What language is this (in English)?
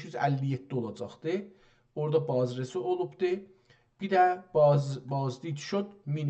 South Azerbaijani